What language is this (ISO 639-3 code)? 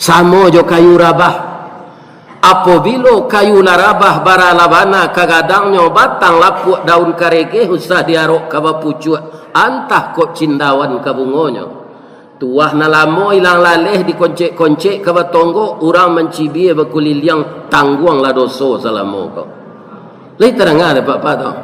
min